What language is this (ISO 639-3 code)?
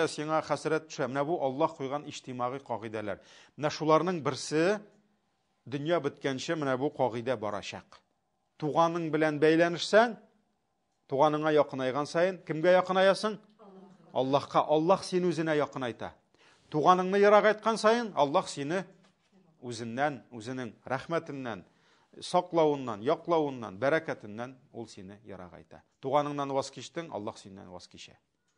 tat